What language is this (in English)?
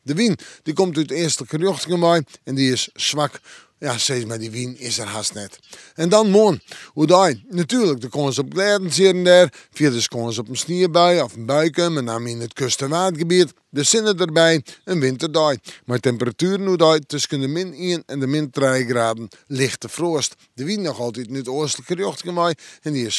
Western Frisian